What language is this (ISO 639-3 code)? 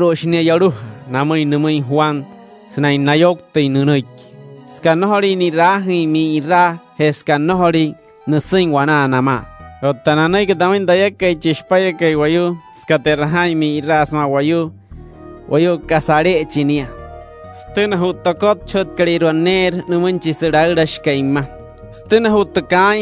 guc